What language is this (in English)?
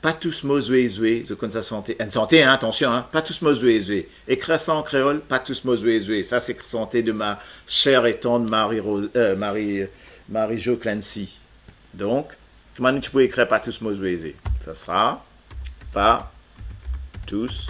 Morisyen